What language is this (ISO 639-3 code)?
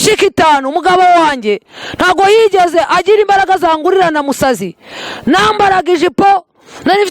kin